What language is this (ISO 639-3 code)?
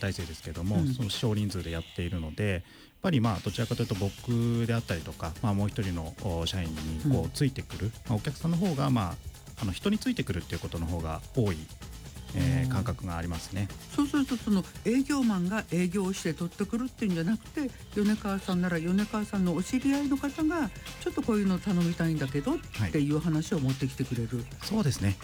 jpn